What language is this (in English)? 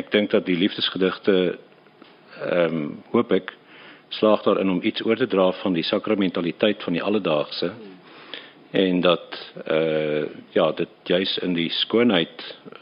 Afrikaans